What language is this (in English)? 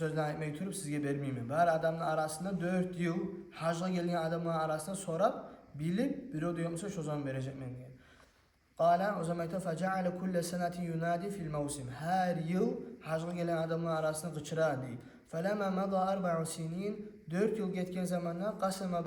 Kumyk